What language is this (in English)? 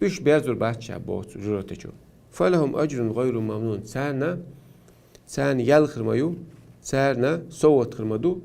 Chechen